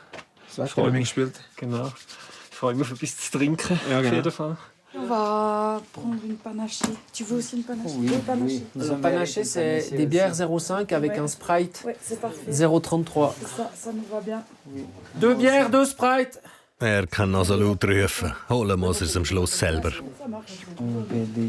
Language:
Swiss German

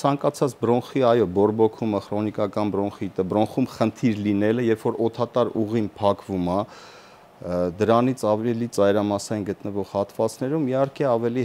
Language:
Armenian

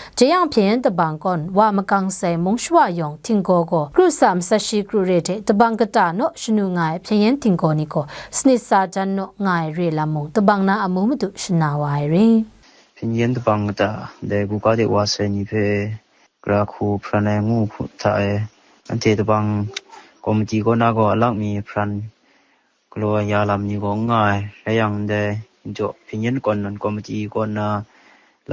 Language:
Kachin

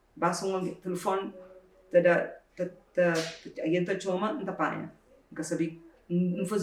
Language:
Kabuverdianu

